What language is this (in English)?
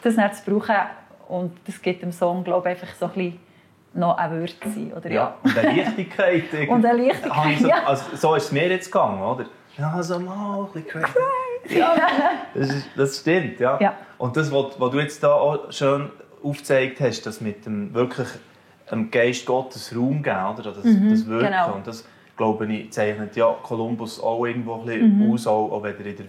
Swiss German